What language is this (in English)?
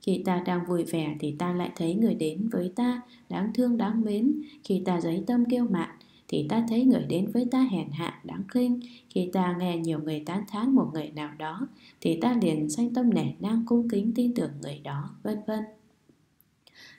Vietnamese